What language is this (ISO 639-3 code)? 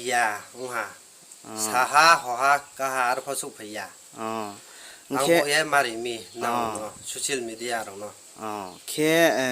ria